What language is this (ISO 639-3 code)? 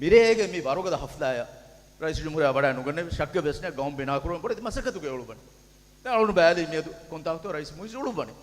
div